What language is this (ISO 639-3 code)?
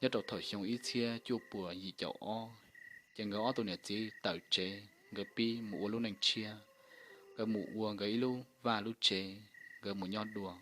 hmn